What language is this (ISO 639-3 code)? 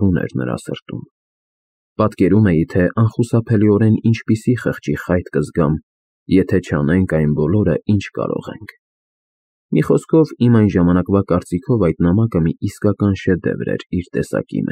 hye